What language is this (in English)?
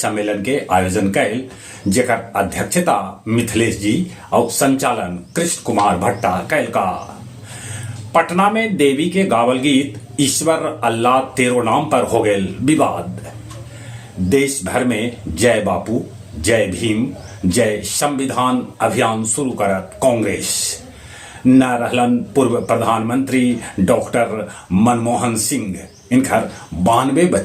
Magahi